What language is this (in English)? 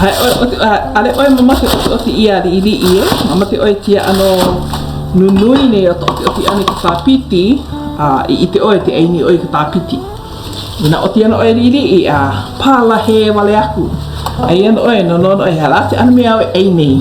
Hawaiian